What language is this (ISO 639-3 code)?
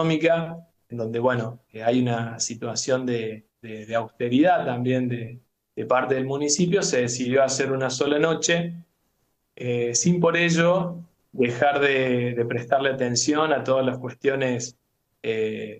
spa